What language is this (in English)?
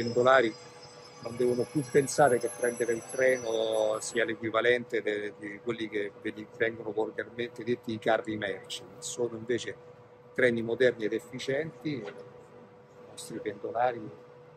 Italian